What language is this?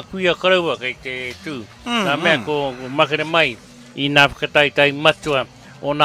Māori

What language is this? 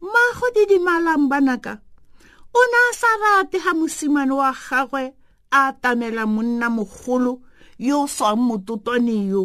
Tswana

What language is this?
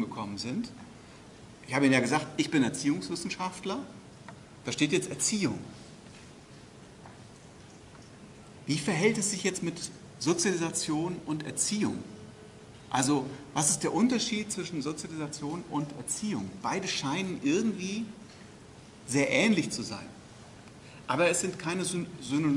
German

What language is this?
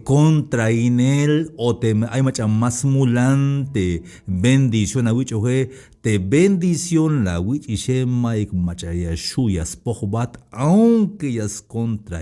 Tzeltal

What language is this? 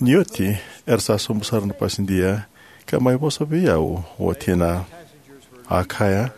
Fijian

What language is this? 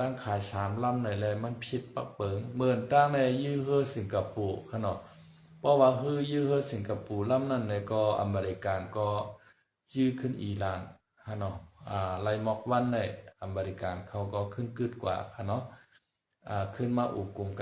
Shan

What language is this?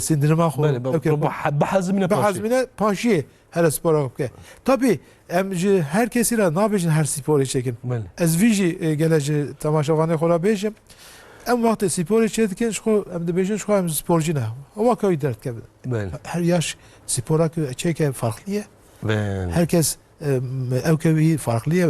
Kurdish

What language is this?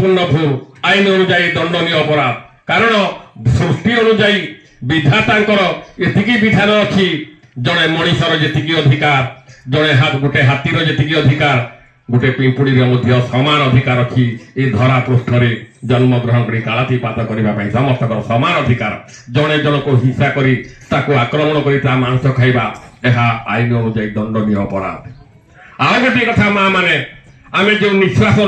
Odia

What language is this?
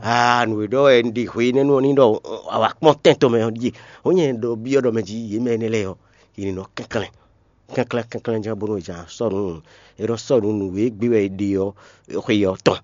Fon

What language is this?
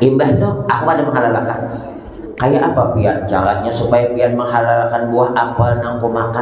Banjar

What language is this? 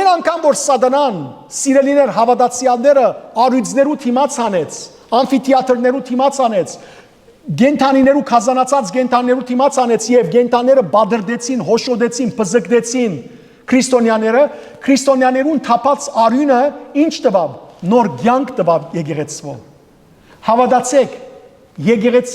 Western Armenian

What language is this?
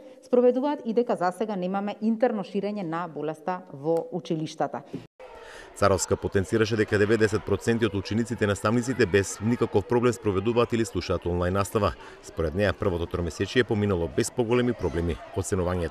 Macedonian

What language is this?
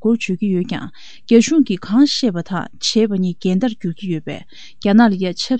Tibetan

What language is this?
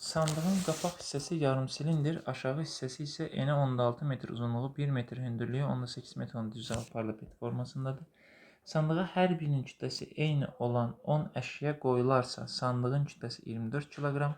Azerbaijani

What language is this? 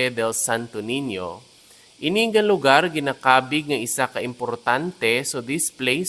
Hiligaynon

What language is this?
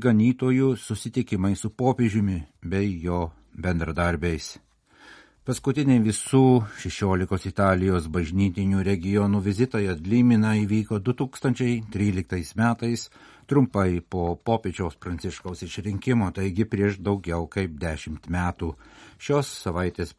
Lithuanian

